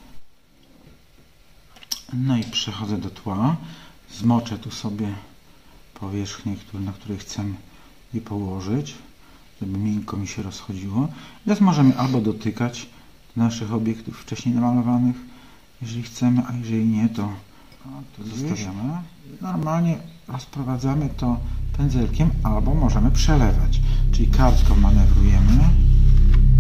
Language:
Polish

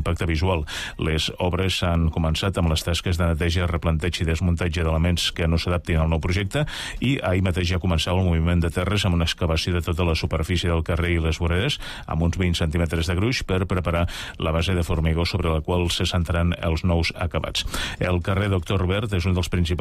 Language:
Catalan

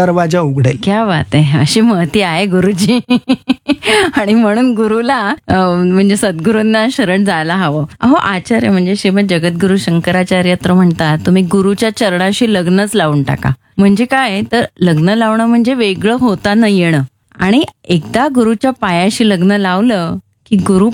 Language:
Marathi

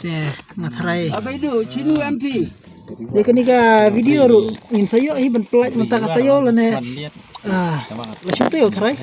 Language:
Khasi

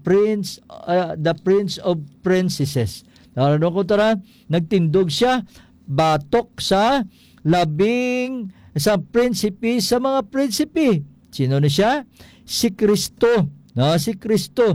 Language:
Hiligaynon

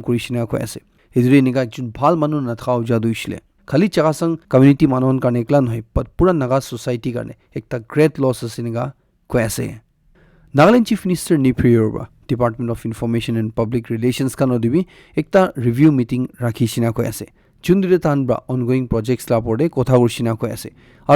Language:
Naga Pidgin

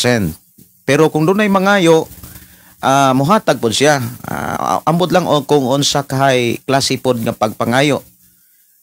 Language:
Cebuano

